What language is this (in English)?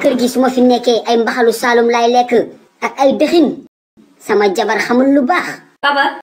Wolof